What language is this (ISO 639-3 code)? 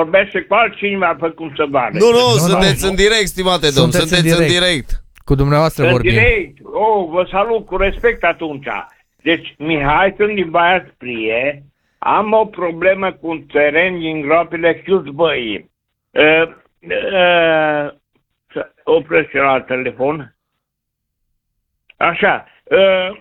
ron